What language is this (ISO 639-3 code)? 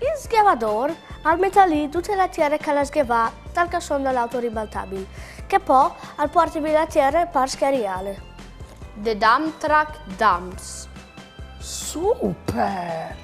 fur